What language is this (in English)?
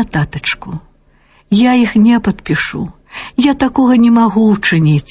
Belarusian